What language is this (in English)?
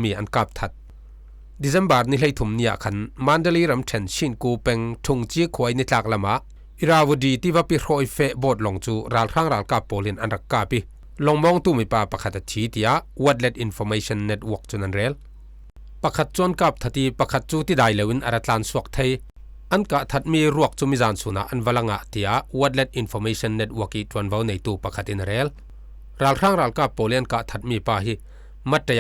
Falam Chin